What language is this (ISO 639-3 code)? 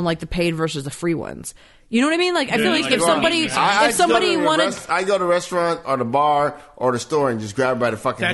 eng